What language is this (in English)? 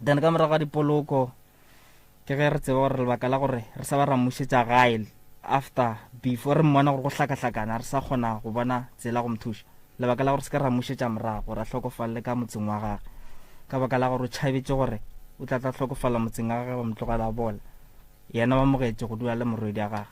Northern Sotho